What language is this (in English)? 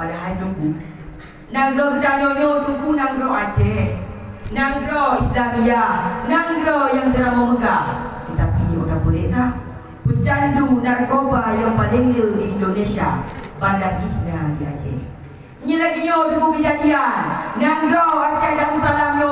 Achinese